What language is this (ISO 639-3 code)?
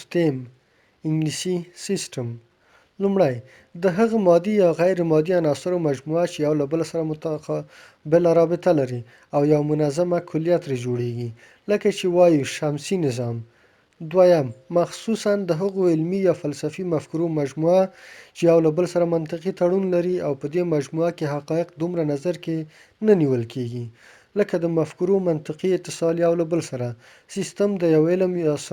pus